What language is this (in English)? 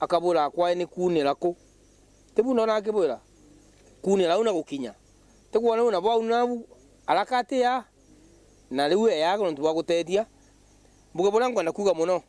Meru